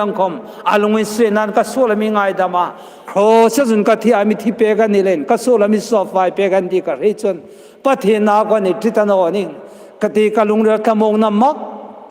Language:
Hmar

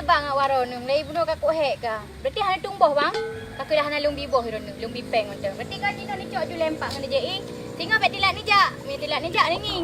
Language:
Achinese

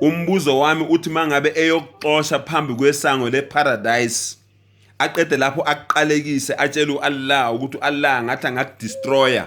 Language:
Zulu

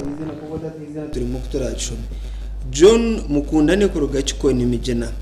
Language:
Nyankole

